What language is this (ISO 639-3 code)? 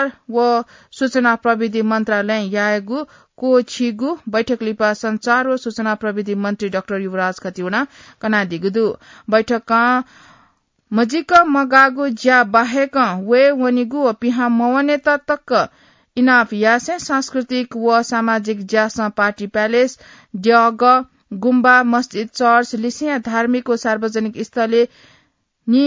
new